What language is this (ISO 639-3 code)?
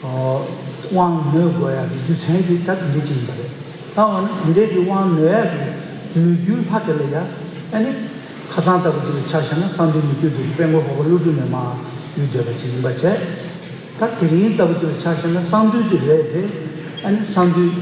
bod